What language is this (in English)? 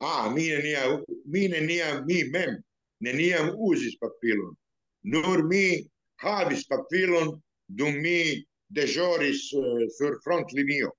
Esperanto